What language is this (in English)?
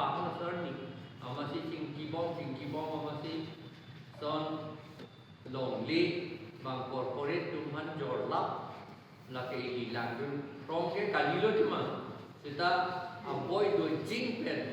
Karbi